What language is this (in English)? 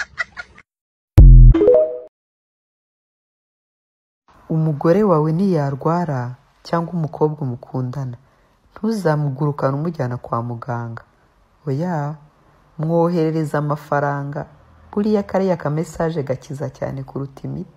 Kinyarwanda